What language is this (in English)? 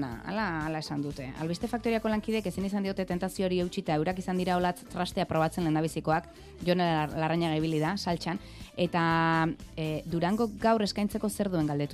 Basque